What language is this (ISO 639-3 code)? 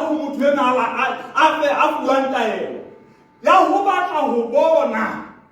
sot